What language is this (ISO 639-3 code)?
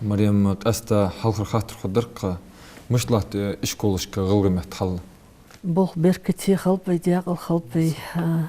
inh